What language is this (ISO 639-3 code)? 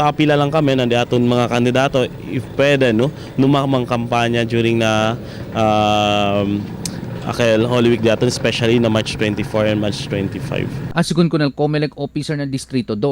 cbk